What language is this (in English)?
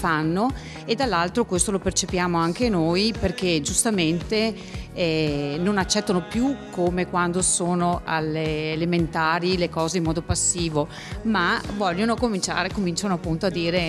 Italian